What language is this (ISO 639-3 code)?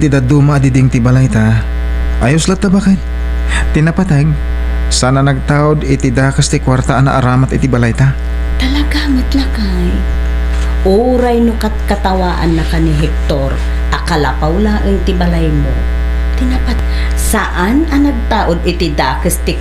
ilo